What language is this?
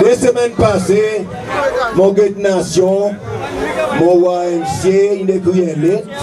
Seselwa Creole French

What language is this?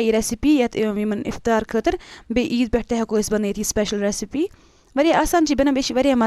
Kashmiri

